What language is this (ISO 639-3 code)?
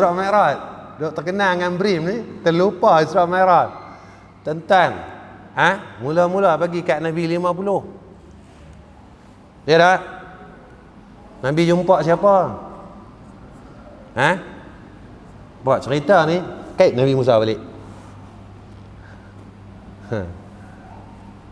msa